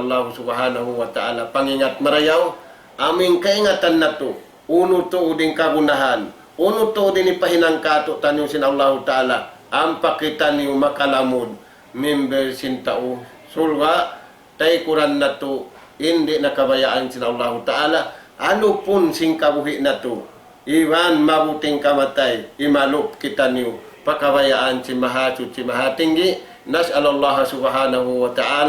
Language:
Tausug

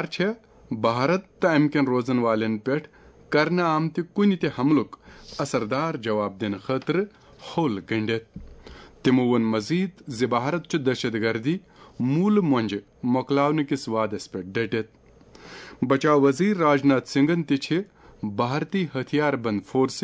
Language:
Kashmiri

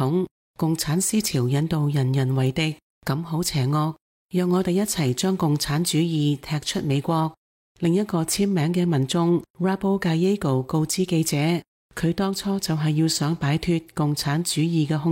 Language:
Cantonese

